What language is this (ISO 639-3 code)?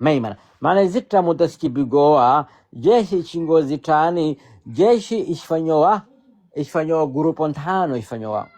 swa